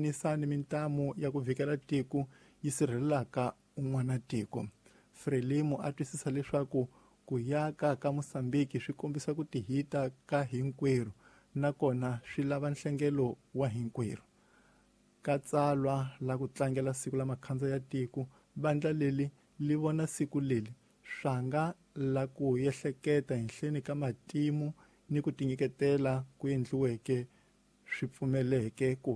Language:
Tsonga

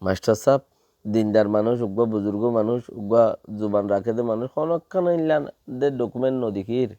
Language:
Rohingya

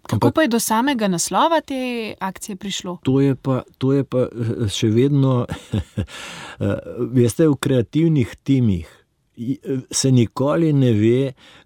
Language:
Slovenian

